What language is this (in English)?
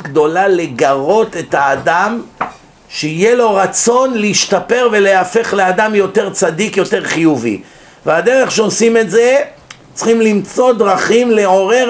Hebrew